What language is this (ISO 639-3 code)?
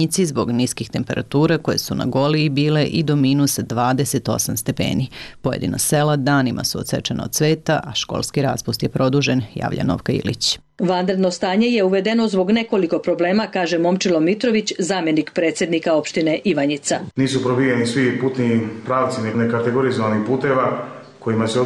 srp